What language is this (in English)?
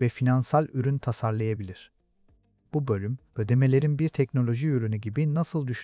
Turkish